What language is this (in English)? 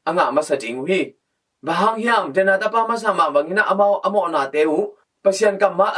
Tedim Chin